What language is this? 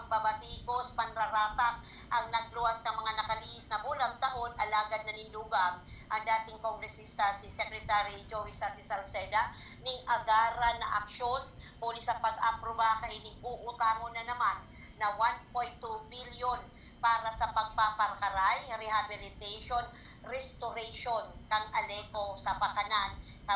Bikol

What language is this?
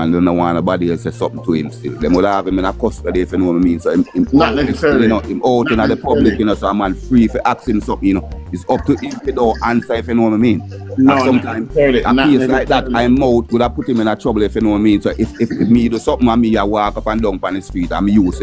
Jamaican Creole English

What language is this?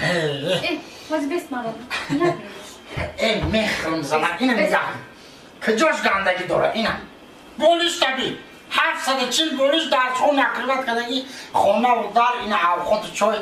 Tajik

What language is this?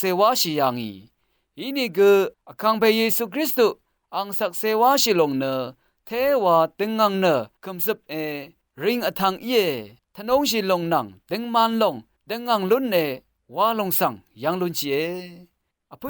Rawang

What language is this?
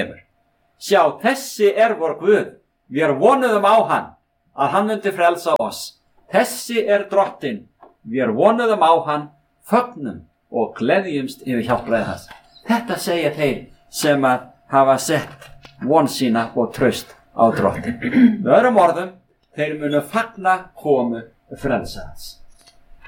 Icelandic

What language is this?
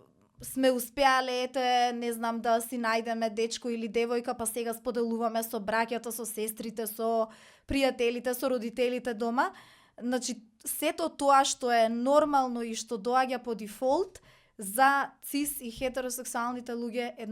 Macedonian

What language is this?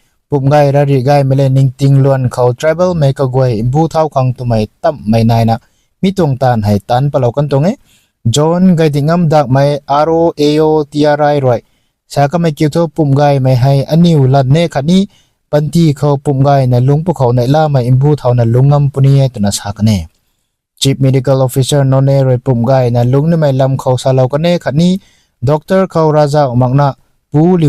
Rongmei Naga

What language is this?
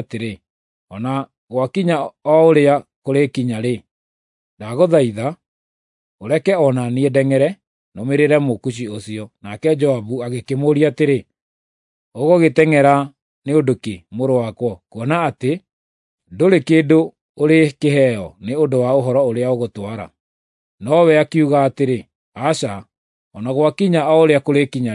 Kikuyu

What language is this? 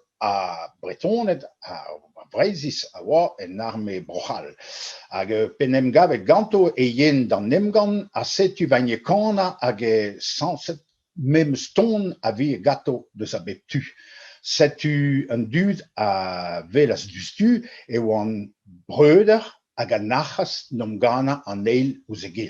Breton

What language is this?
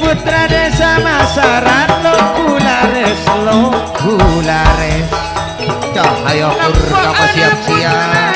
Madurese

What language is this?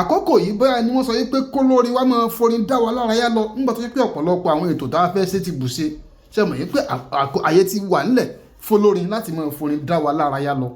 Yoruba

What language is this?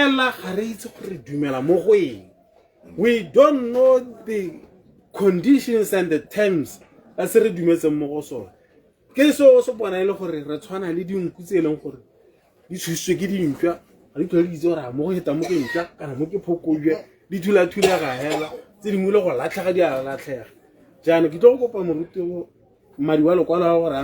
Tswana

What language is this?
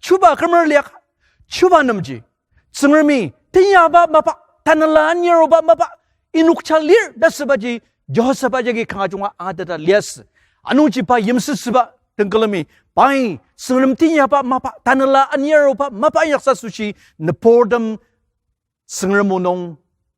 Ao Naga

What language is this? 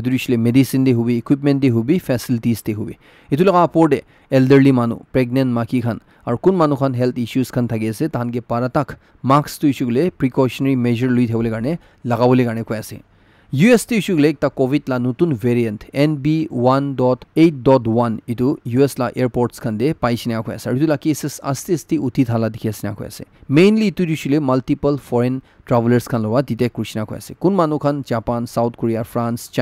Naga Pidgin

